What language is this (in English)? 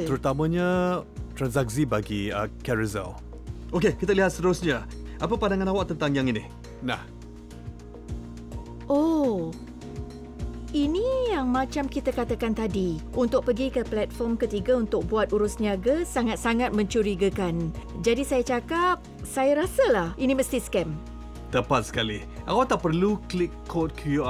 Malay